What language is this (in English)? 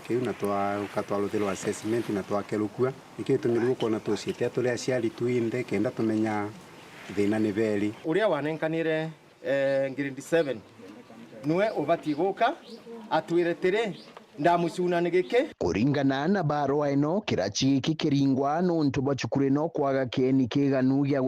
Meru